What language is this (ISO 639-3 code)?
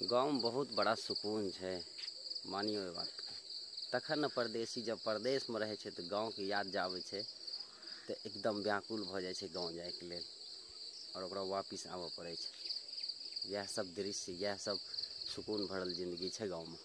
mai